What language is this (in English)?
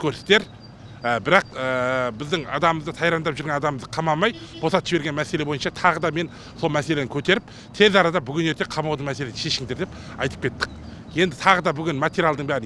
Kazakh